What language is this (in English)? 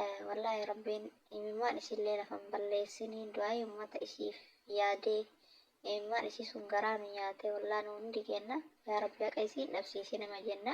Oromo